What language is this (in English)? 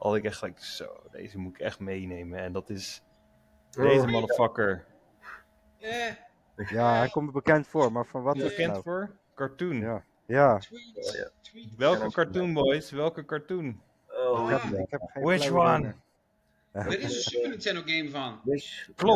Dutch